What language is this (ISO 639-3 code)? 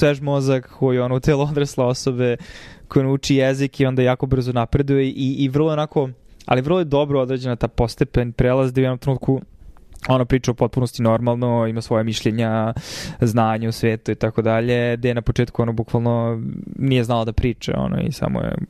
srp